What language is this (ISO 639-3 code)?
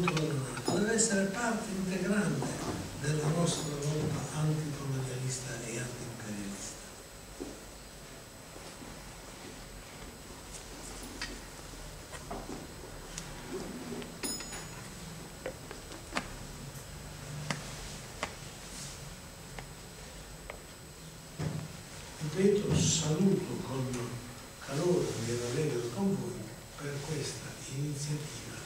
ita